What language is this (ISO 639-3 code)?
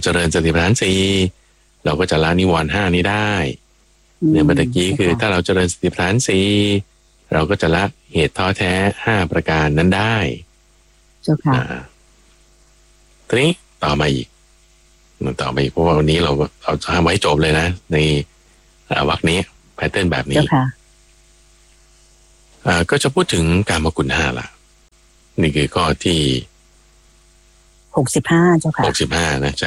tha